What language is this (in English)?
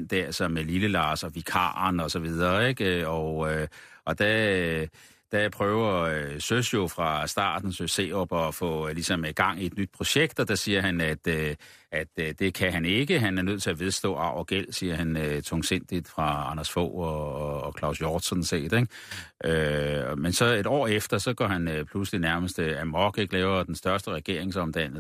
Danish